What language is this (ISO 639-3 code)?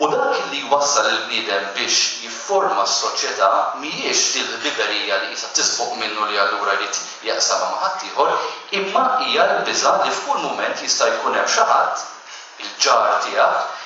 mlt